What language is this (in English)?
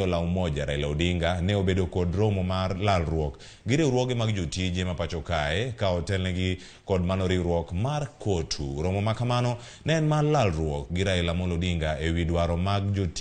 Luo (Kenya and Tanzania)